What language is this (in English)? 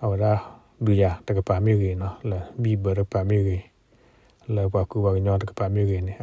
S'gaw Karen